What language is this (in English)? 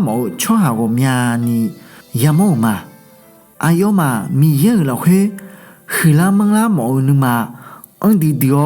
Akha